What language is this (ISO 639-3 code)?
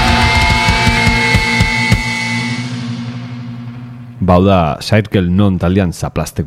eus